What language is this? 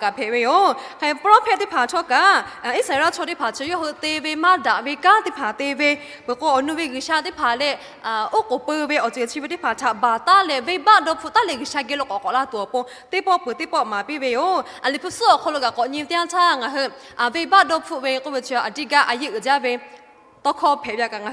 Lahu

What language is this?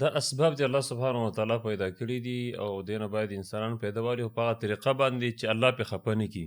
Pashto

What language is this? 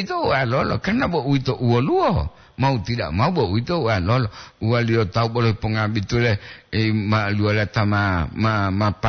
Gorontalo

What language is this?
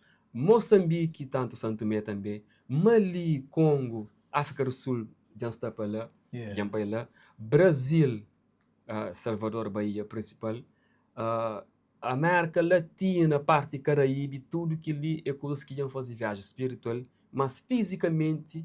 Kabuverdianu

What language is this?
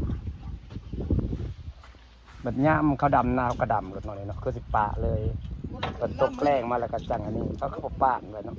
Northeastern Thai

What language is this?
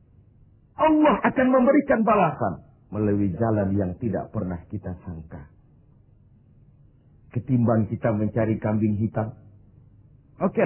Indonesian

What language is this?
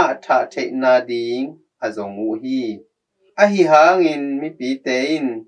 Tedim Chin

